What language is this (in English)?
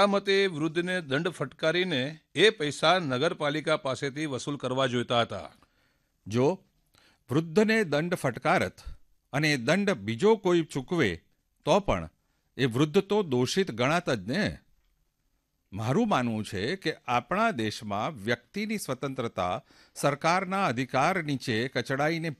Gujarati